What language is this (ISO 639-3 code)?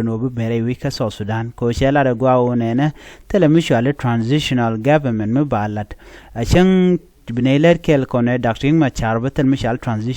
nus